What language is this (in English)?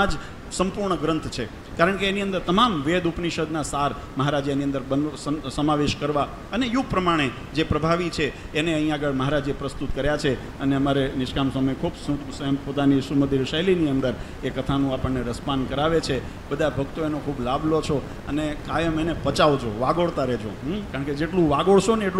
Gujarati